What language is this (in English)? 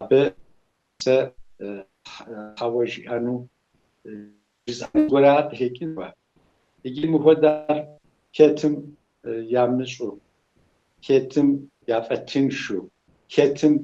Kabardian